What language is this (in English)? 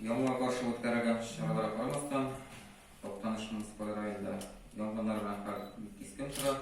Tatar